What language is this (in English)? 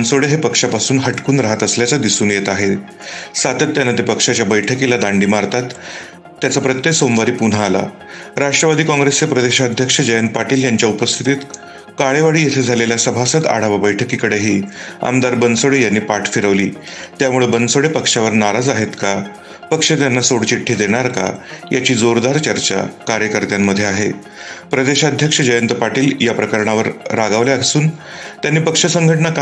Marathi